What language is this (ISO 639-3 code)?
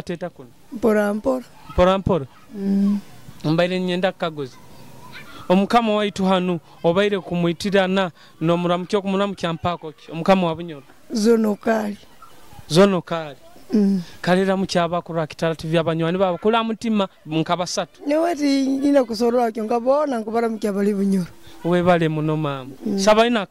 nyo